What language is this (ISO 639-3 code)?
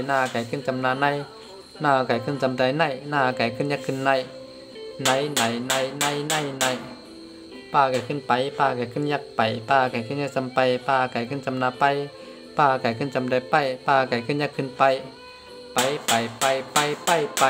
shn